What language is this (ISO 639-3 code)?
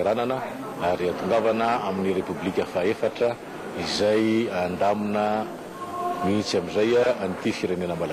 mlg